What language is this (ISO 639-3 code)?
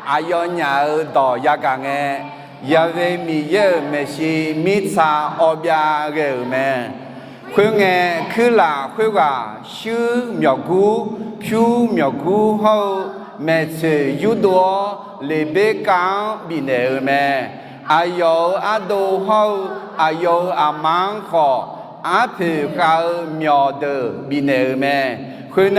ahk